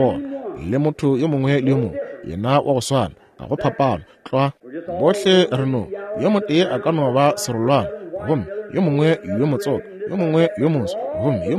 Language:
Northern Sotho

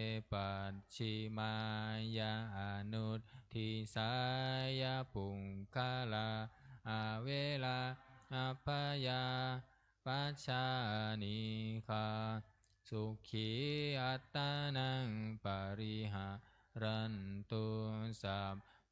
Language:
Pali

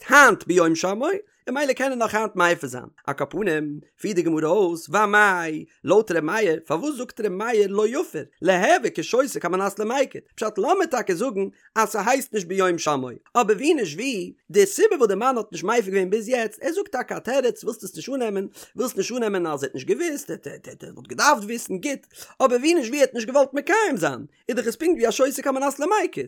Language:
Yiddish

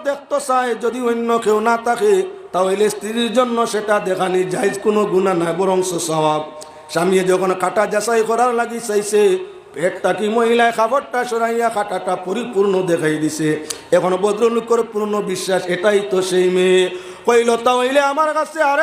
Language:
Sylheti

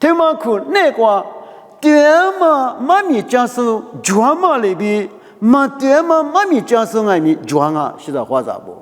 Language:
Lisu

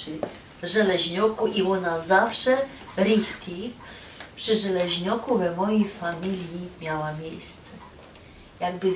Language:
Silesian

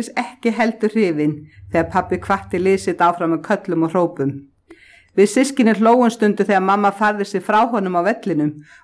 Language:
Icelandic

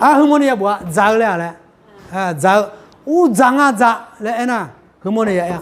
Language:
Akha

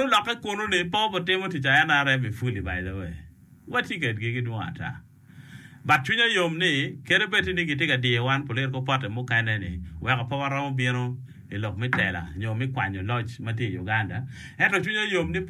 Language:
Acoli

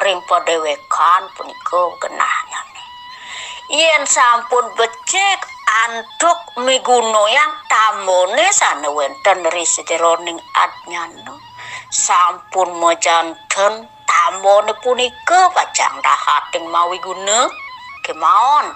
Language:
Balinese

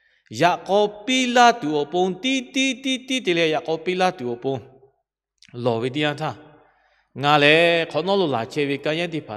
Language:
Lahu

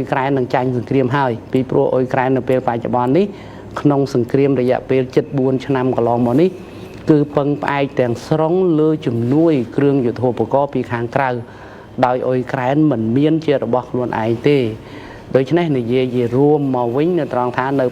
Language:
Khmer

